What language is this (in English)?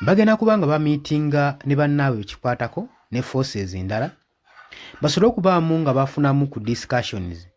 Ganda